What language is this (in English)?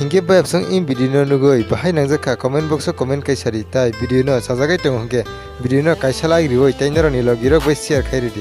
Kok Borok